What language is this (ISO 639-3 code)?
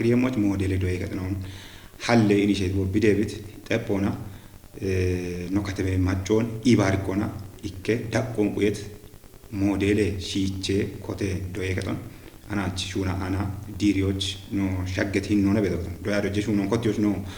kbr